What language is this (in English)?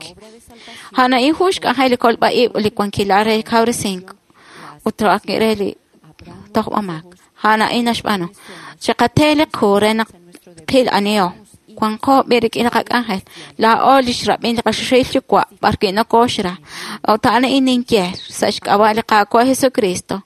Kekchí